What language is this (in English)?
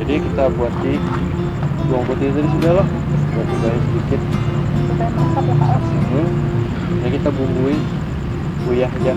Banjar